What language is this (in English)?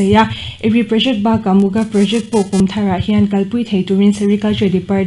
Mizo